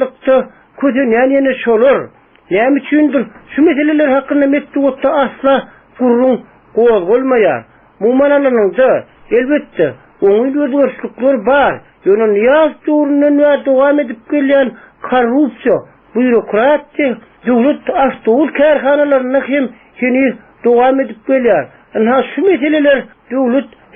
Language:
Turkmen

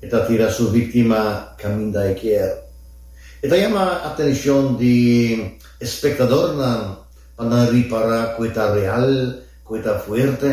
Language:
Papiamento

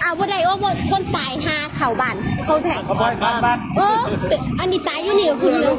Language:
Northeastern Thai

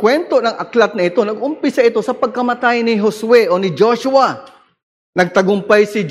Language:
Filipino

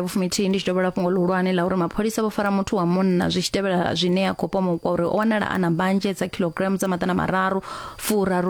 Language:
Venda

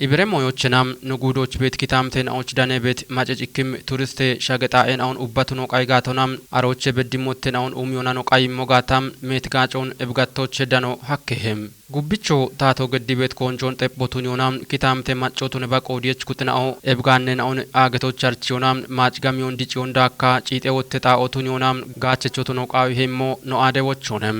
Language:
Kafa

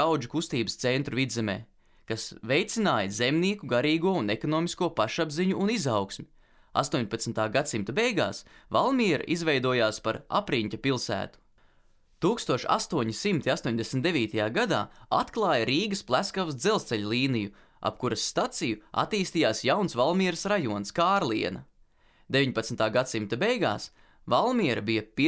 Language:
Latvian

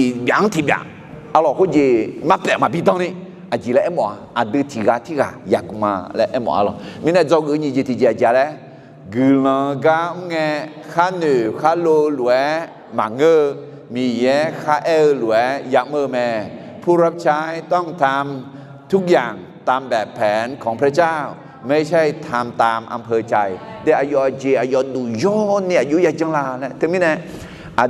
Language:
Akha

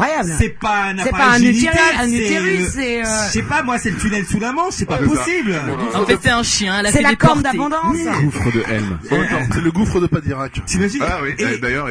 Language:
French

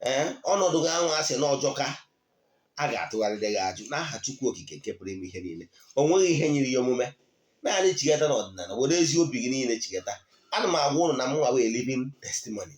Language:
Igbo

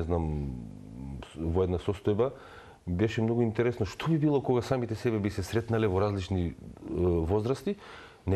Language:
Macedonian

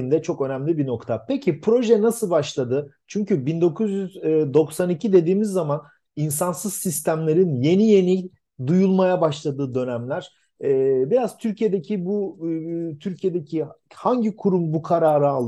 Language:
Turkish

